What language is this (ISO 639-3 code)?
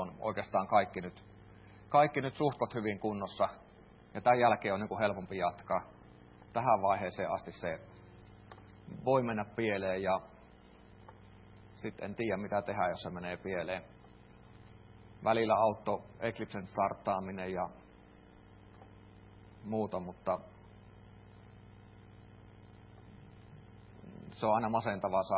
fin